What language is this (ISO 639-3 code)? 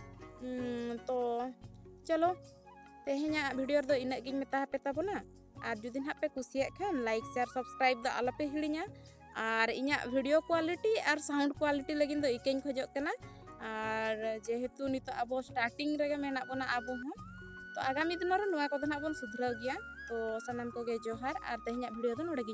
sat